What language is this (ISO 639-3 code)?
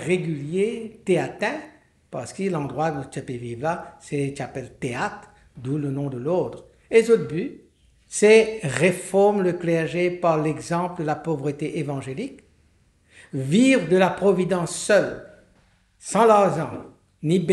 mfe